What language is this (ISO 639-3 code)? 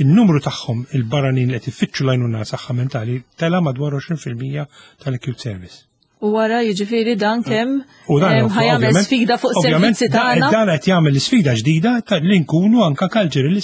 mlt